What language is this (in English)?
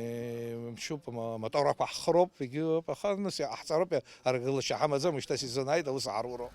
Abkhazian